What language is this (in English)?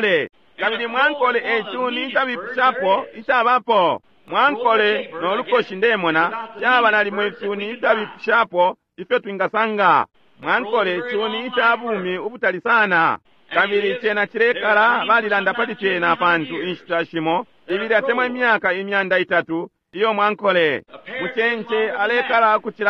Bemba